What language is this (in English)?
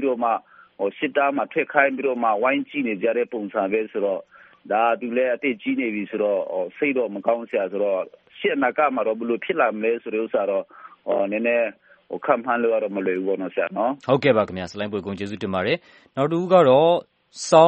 Burmese